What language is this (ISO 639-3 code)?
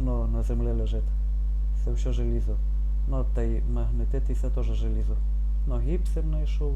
rue